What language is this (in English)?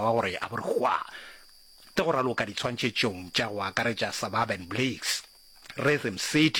Northern Sotho